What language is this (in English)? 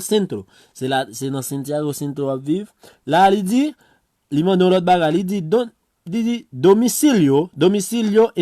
Haitian Creole